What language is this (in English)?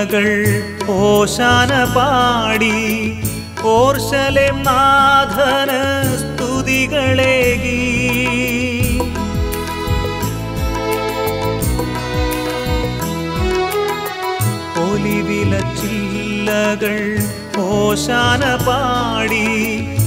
Malayalam